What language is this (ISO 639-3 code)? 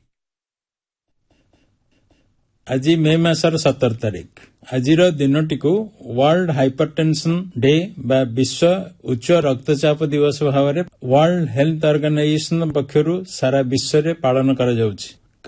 ori